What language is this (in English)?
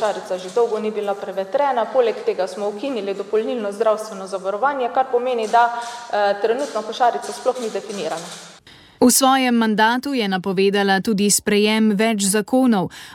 Slovenian